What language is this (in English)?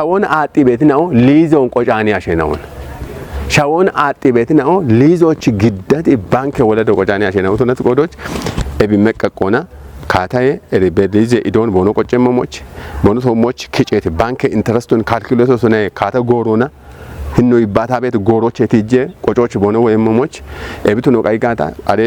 Kafa